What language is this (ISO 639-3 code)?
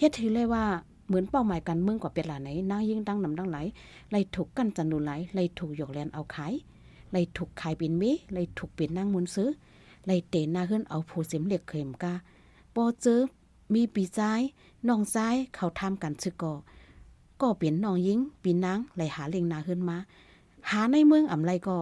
shn